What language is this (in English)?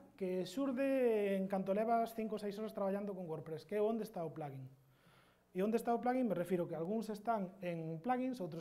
Galician